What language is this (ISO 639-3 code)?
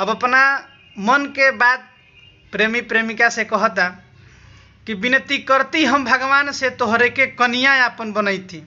bho